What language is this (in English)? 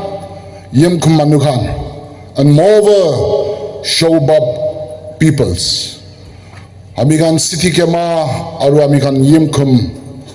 Naga Pidgin